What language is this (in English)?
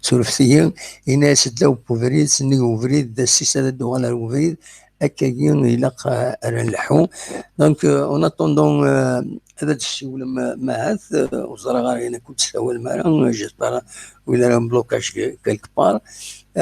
Kabyle